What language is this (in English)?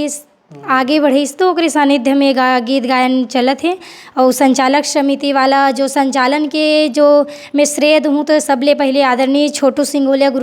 Chhattisgarhi